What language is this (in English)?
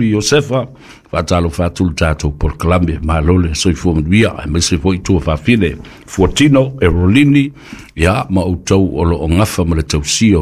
Samoan